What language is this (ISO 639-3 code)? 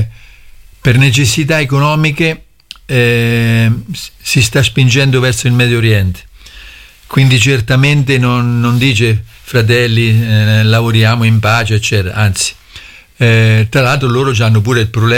ita